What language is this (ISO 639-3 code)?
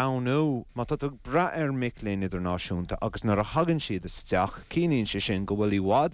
gle